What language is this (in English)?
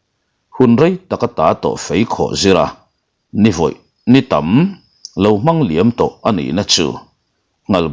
Mizo